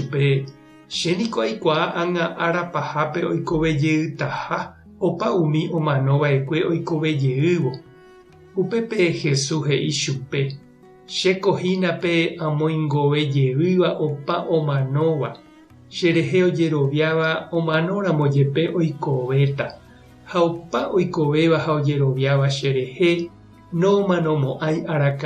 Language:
Guarani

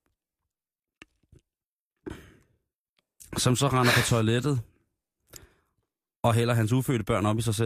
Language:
Danish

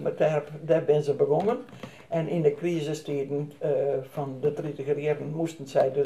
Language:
Western Frisian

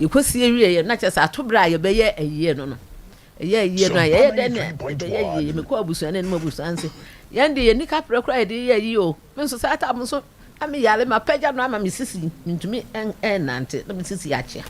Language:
Akan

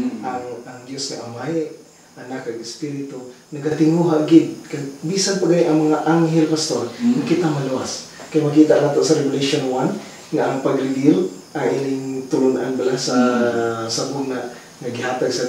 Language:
Hiligaynon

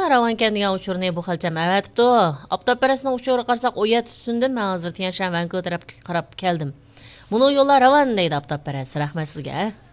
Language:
Uyghur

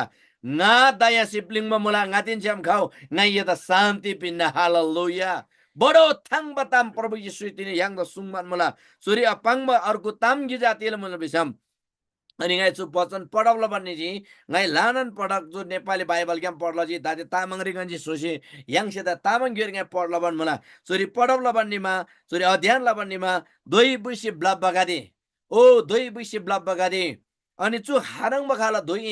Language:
Eastern Tamang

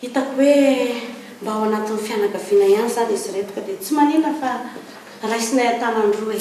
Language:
Malagasy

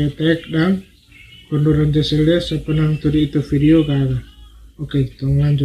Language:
Manado Malay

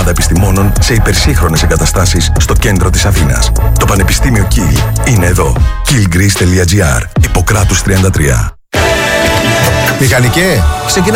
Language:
Greek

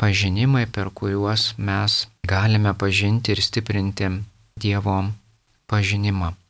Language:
Lithuanian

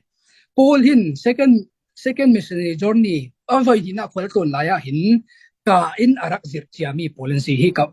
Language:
Falam Chin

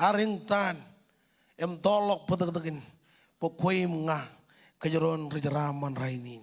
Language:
Marshallese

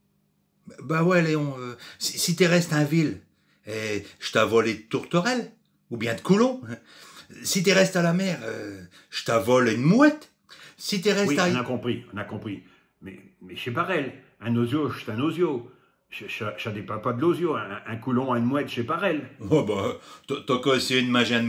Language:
Picard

